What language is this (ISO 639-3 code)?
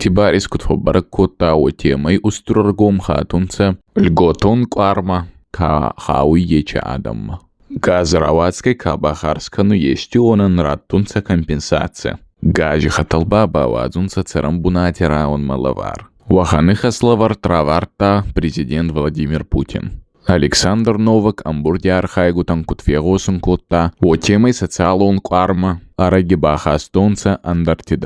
oss